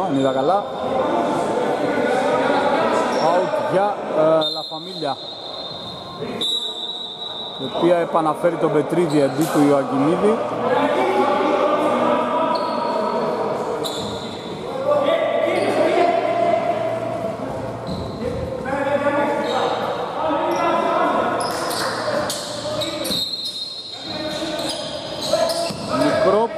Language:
Greek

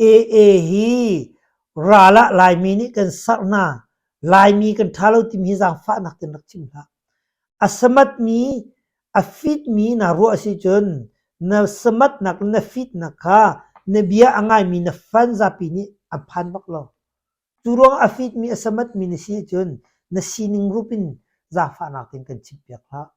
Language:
Hakha Chin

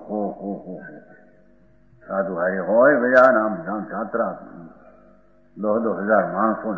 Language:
Gujarati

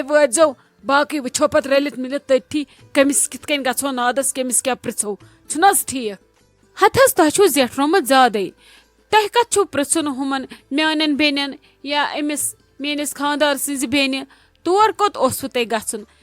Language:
Kashmiri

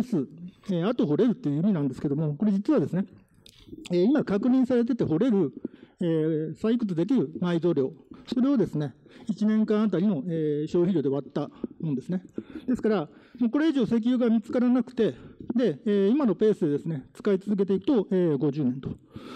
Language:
Japanese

